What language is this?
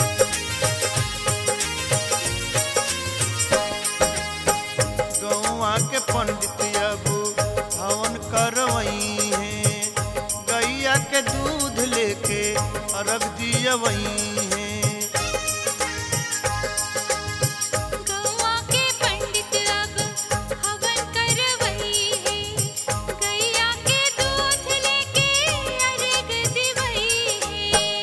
Bhojpuri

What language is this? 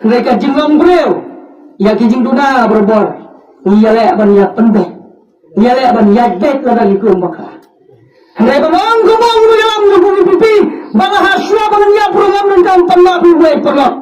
Khasi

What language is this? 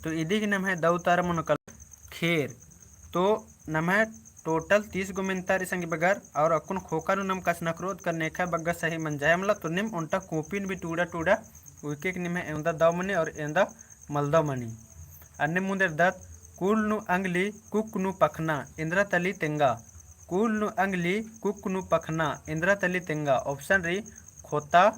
Kurukh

